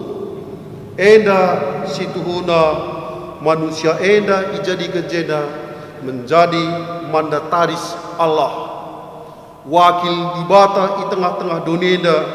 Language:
Batak Karo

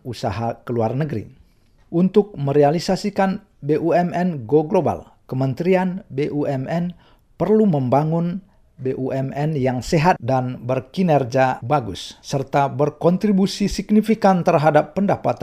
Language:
Indonesian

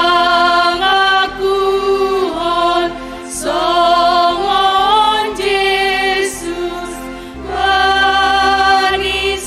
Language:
Batak Simalungun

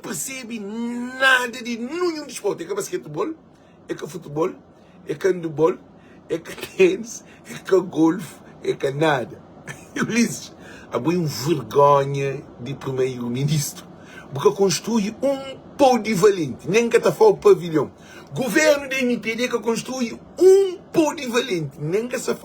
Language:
Kabuverdianu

